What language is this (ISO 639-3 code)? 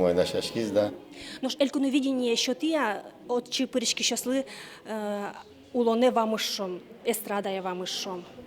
udm